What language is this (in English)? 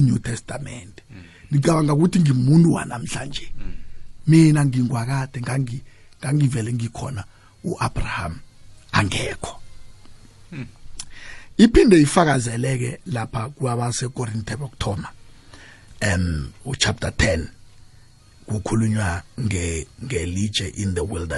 South Ndebele